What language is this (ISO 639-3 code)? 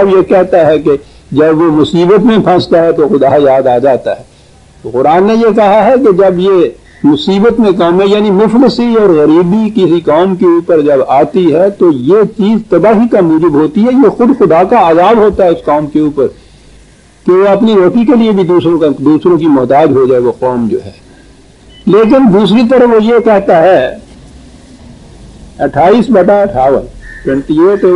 urd